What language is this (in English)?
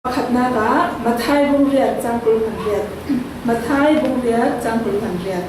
Falam Chin